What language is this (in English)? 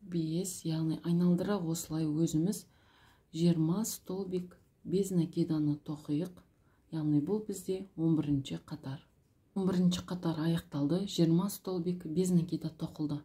Kazakh